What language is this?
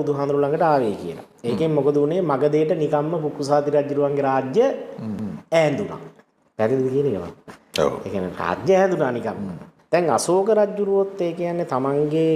Sinhala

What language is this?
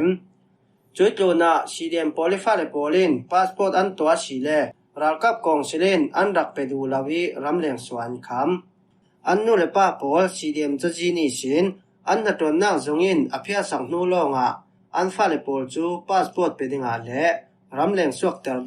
Falam Chin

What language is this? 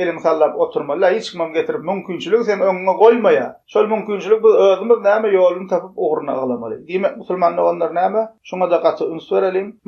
Turkmen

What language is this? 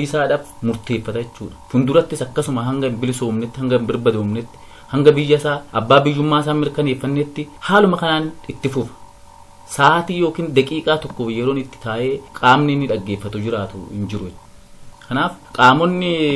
Oromo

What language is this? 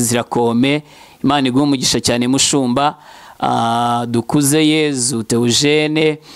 Kinyarwanda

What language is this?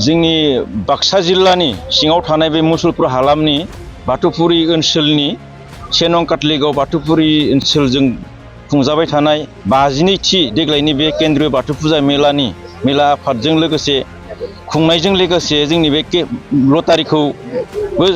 Bodo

